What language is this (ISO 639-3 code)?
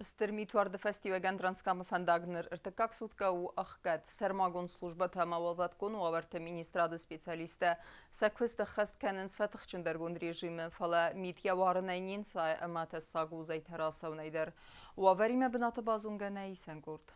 oss